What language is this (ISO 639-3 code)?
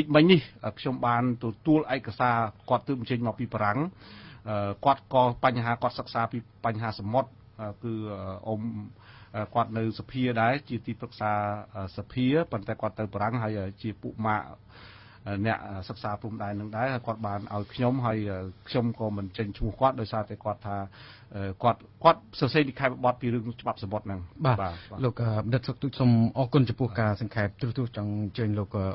khm